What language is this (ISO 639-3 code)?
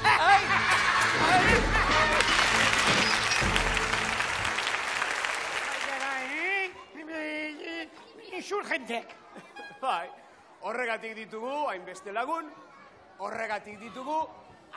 eus